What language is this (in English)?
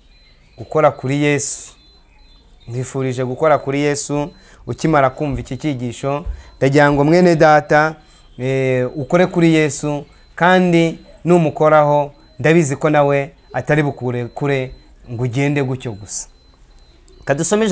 Kinyarwanda